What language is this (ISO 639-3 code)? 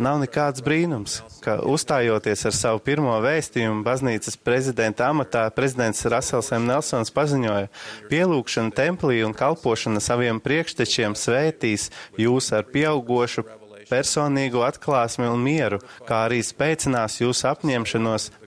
lav